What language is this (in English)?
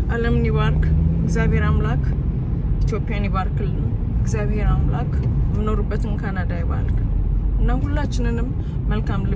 Amharic